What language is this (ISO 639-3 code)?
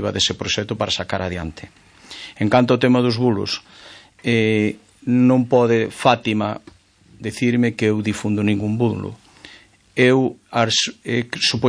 glg